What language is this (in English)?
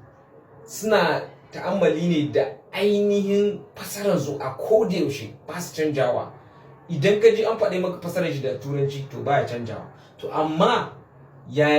Hausa